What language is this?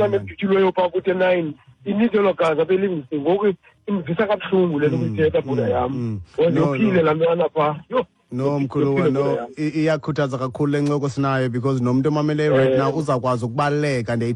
Xhosa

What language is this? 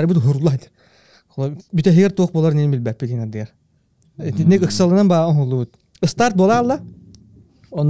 Yakut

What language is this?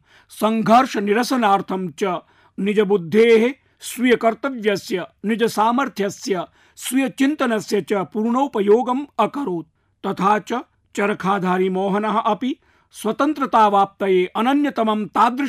Sanskrit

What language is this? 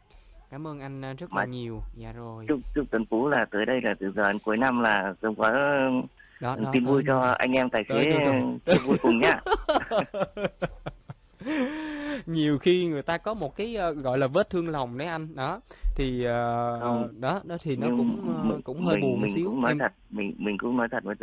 Vietnamese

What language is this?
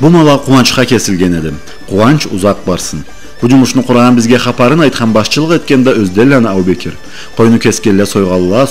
Karachay-Balkar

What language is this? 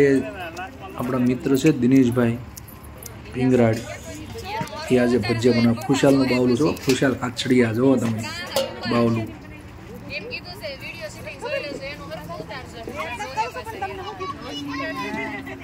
Gujarati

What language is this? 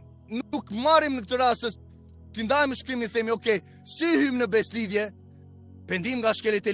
Albanian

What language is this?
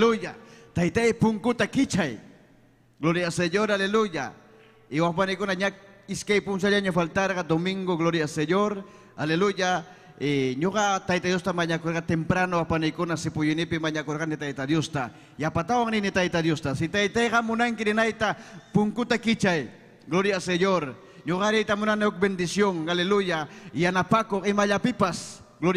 Ayacucho Quechua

